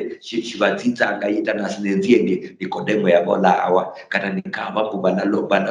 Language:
Luyia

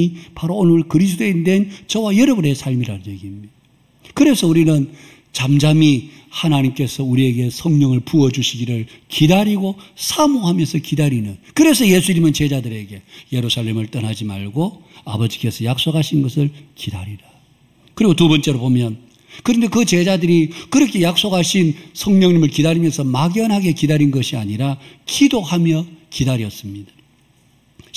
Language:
Korean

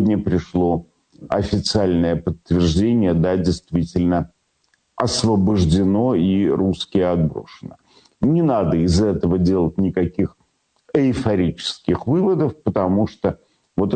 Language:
Russian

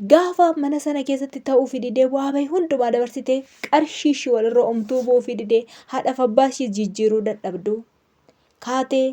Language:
Oromo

